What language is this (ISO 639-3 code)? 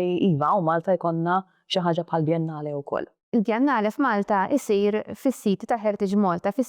mlt